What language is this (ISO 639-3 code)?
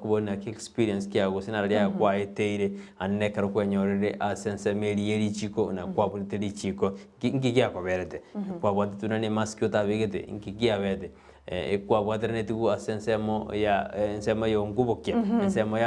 guz